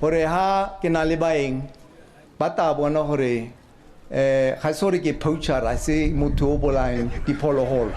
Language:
Tswana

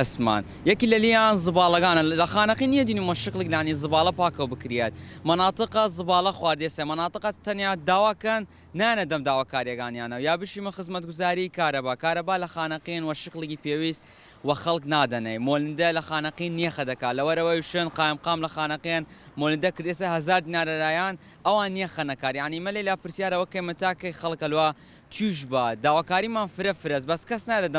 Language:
Central Kurdish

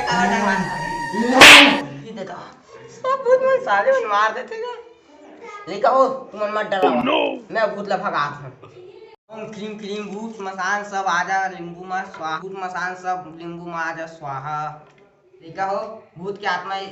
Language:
Chhattisgarhi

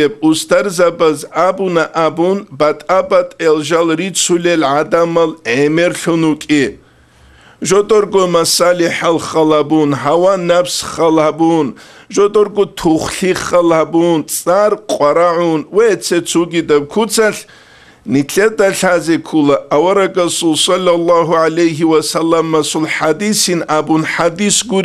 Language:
Avaric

